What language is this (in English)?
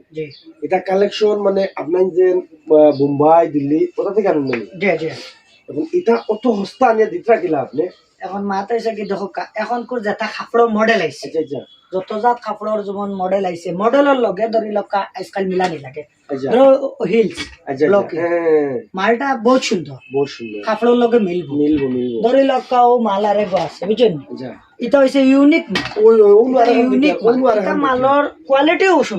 Sylheti